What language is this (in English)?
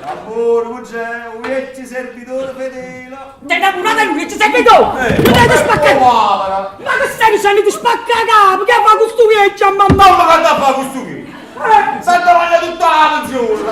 Neapolitan